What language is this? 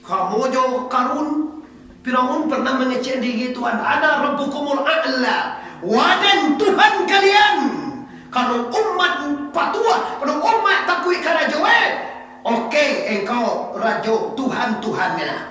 Minangkabau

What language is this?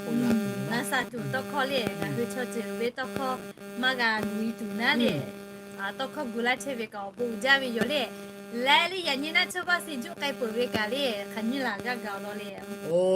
Lahu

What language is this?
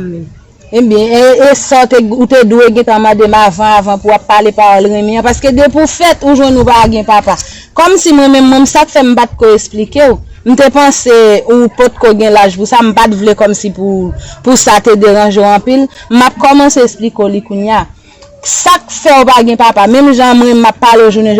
Haitian Creole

